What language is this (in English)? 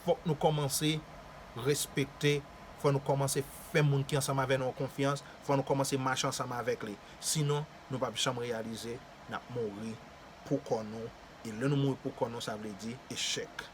Haitian Creole